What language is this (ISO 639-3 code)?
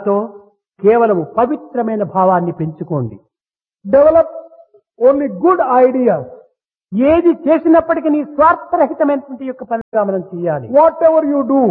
tel